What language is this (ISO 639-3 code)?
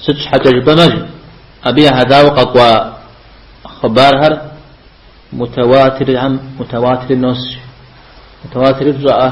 kbd